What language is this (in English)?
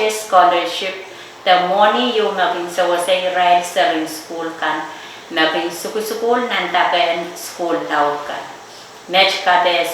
Pohnpeian